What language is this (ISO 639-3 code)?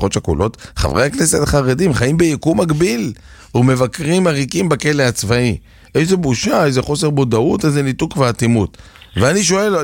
heb